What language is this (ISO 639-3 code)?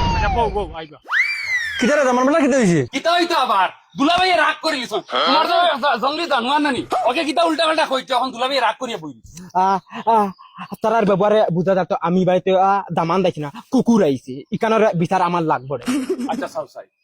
syl